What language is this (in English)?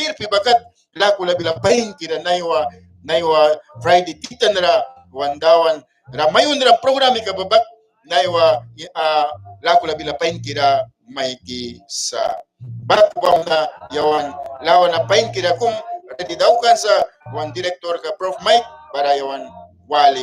Mískito